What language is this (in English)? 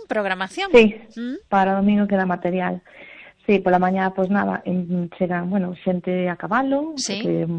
Galician